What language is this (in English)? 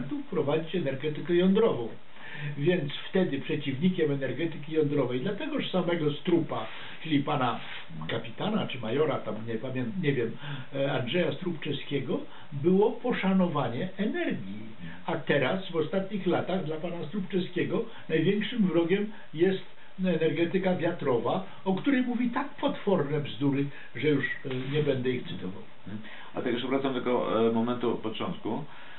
Polish